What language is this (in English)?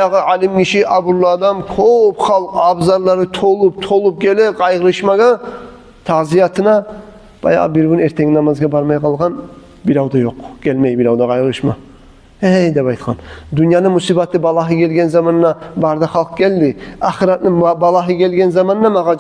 Kumyk